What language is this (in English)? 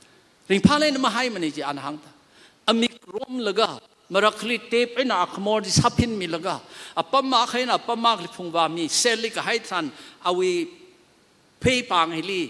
Tangkhul Naga (India)